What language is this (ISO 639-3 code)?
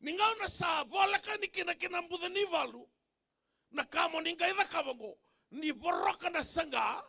fij